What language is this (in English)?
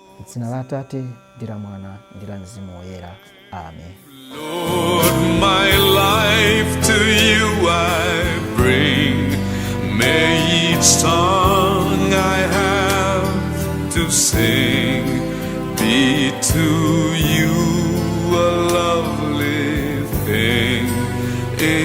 Nyanja